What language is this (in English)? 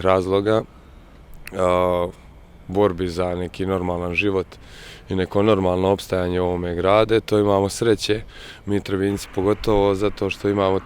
Bosnian